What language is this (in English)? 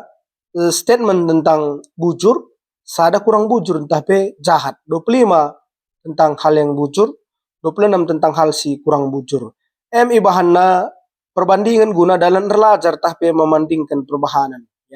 Batak Karo